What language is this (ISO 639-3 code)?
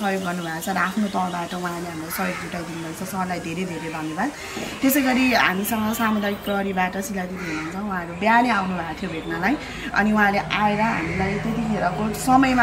nep